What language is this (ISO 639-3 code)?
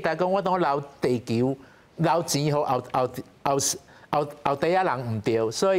nan